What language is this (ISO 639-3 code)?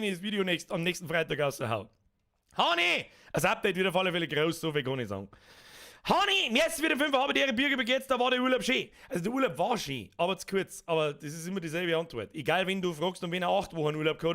bar